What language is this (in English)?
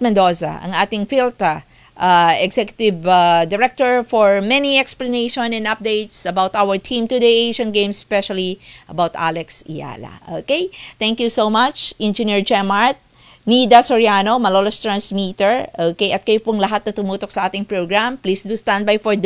Filipino